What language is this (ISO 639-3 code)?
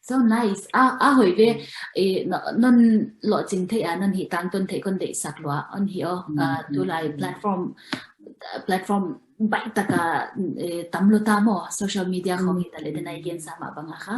ctd